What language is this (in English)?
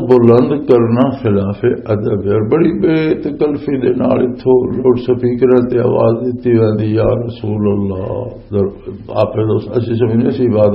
Western Panjabi